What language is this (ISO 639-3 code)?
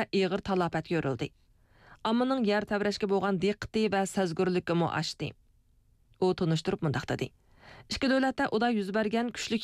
uig